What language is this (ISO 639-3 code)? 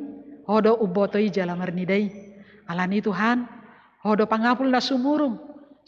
bbc